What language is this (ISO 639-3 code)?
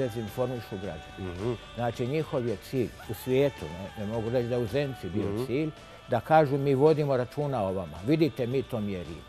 bos